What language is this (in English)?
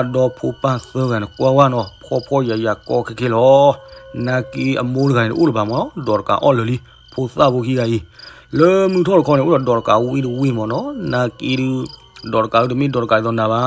S'gaw Karen